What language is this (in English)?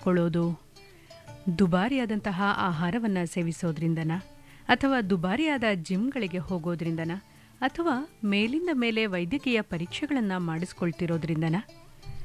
Kannada